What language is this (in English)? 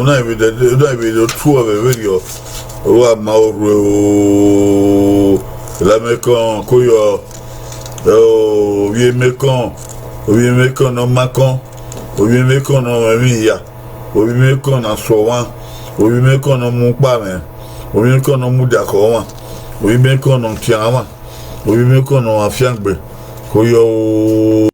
Bini